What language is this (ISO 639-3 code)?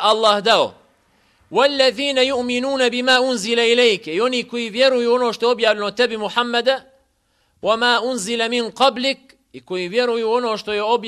bos